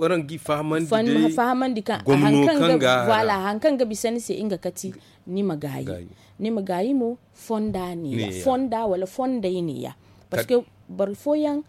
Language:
Zarma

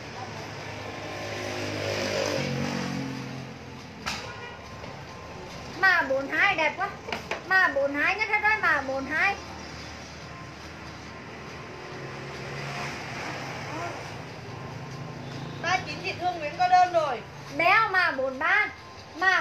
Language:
Vietnamese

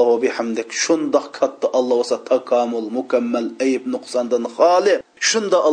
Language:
Uyghur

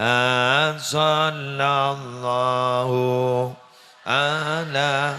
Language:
Madurese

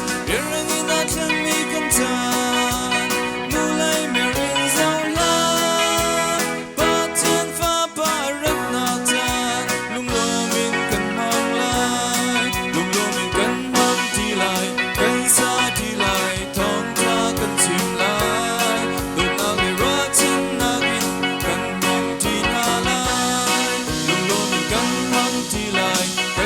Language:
Hakha Chin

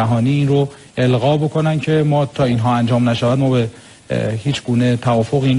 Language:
Persian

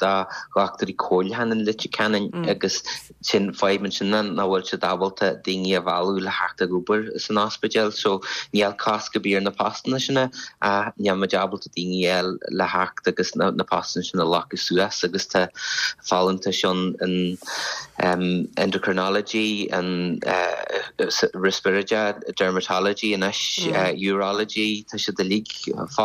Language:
Irish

